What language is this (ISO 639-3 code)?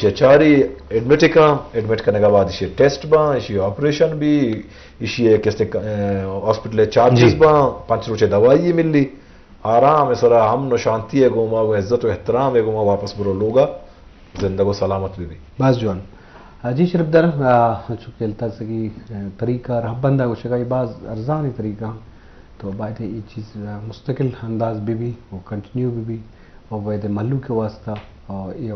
bgp